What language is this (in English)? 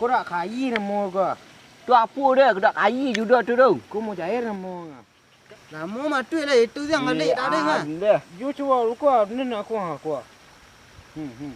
Minangkabau